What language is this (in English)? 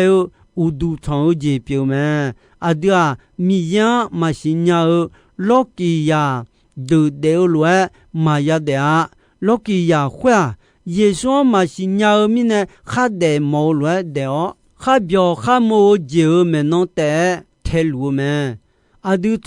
Akha